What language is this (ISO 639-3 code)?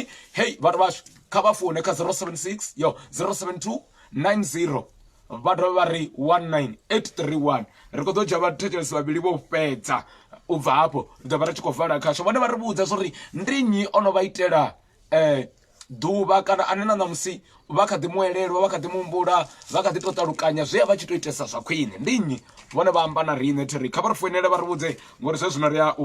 ven